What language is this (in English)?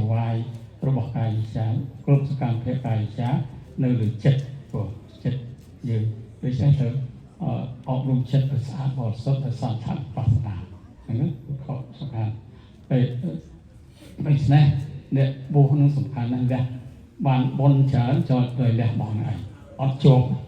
Khmer